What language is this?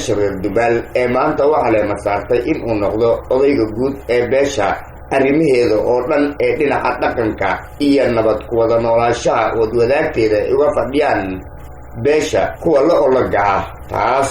Somali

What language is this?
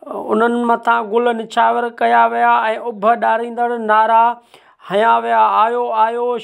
Sindhi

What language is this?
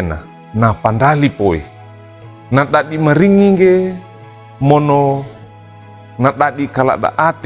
Wejewa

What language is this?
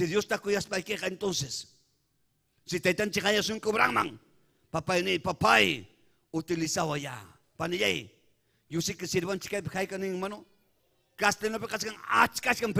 Ayacucho Quechua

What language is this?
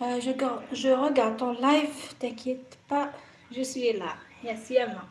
Algerian Arabic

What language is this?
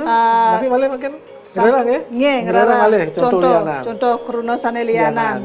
Balinese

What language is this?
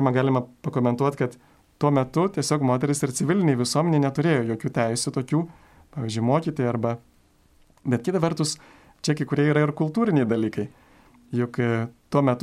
Lithuanian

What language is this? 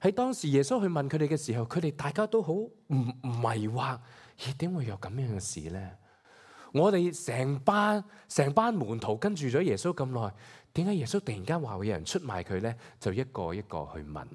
Cantonese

